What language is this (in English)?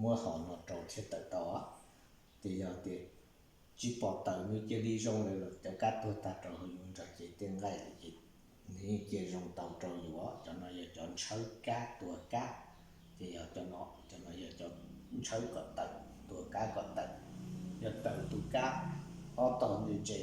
Hmong